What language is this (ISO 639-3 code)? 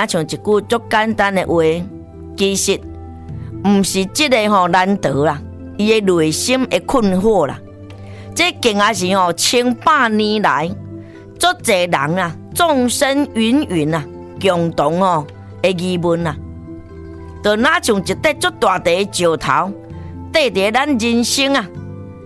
nan